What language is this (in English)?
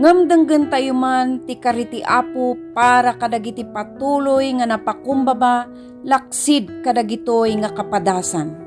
Iloko